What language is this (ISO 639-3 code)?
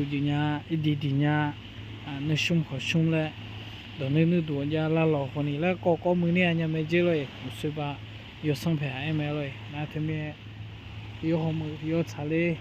ahk